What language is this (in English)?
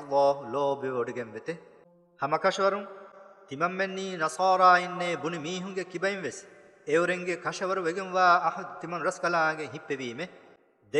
Divehi